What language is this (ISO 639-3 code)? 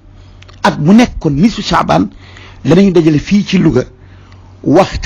wol